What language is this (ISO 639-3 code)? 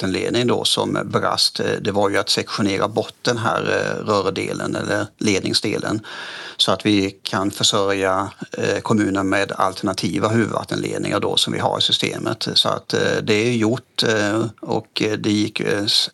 swe